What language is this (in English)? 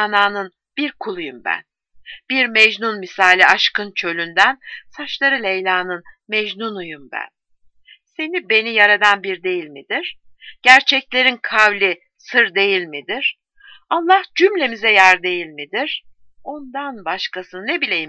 Turkish